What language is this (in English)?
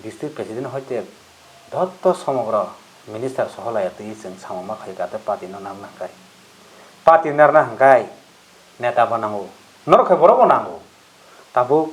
Kok Borok